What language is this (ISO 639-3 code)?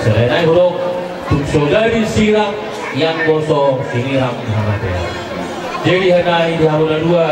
bbc